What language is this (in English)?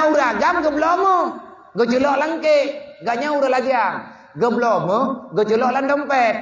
Achinese